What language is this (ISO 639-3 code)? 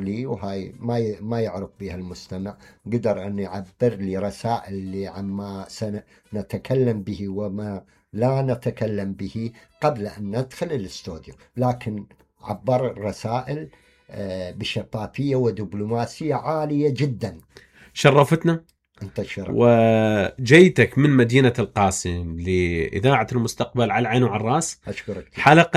acm